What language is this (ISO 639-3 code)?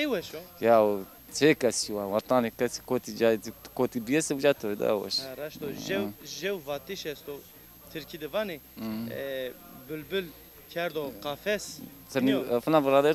zza